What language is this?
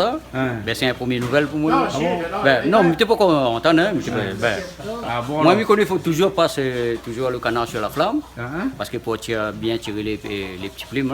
Réunion Creole French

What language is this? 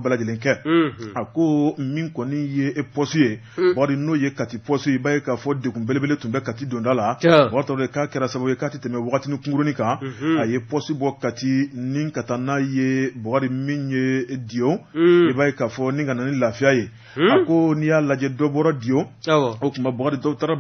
Bambara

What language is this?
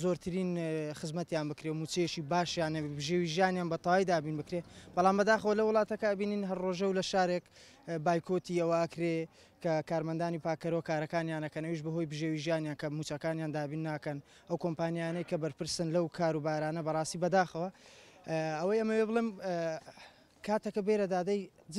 Central Kurdish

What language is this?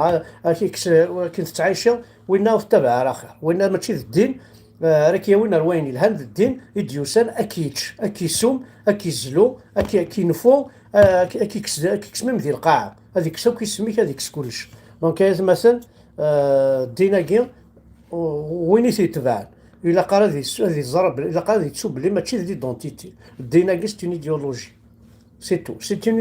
Kabyle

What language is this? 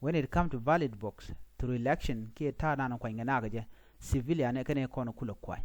Nuer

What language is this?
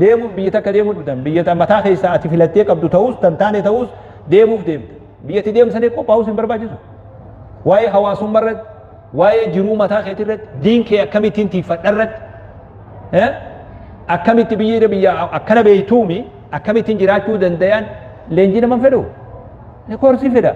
Oromo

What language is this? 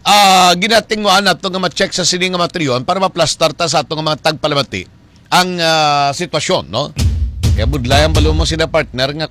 Hiligaynon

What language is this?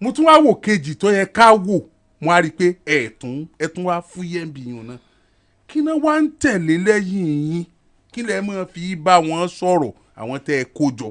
Yoruba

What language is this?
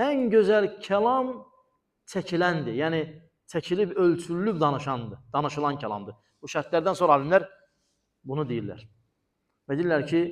Azerbaijani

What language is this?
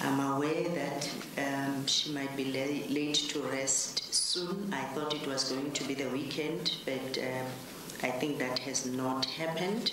English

